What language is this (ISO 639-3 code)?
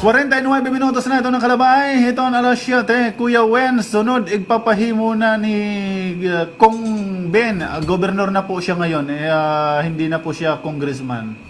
war